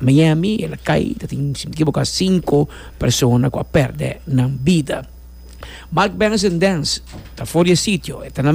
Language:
Papiamento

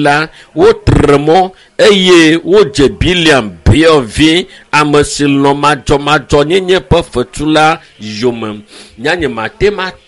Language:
Ewe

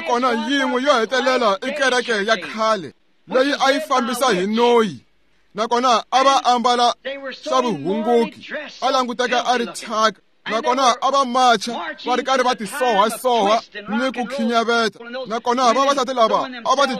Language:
Tsonga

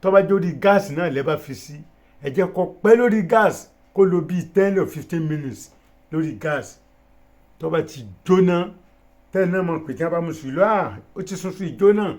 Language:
Yoruba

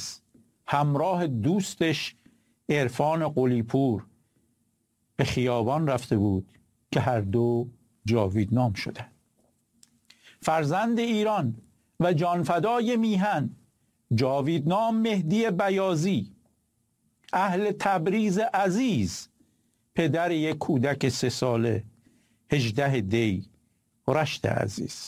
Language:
Persian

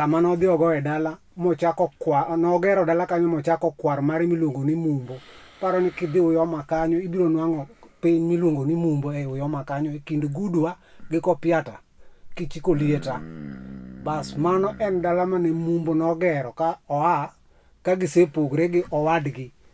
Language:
Luo (Kenya and Tanzania)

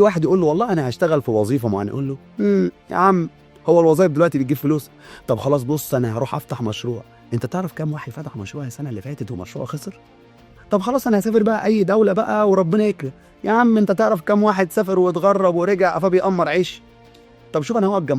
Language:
Egyptian Arabic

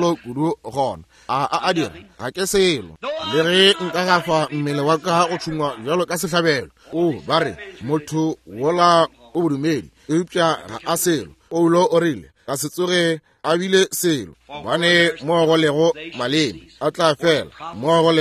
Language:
Northern Sotho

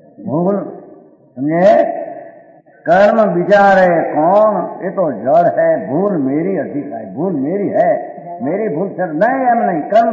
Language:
Gujarati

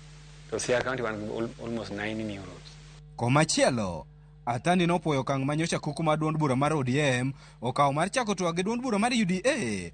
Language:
Luo (Kenya and Tanzania)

